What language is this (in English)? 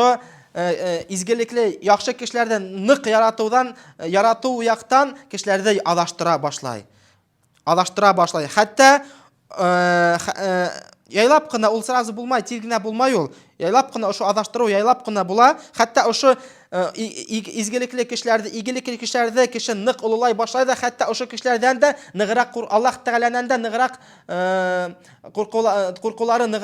Bashkir